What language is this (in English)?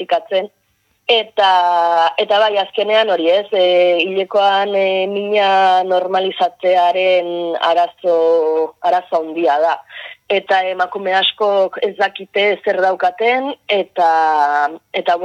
Basque